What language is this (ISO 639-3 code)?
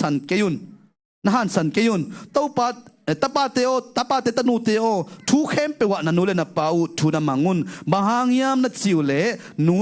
ctd